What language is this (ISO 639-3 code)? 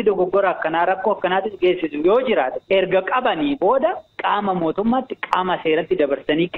orm